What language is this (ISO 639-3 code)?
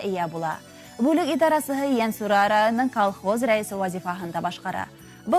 bak